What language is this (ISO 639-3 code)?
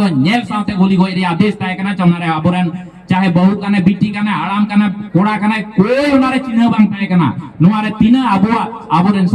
sat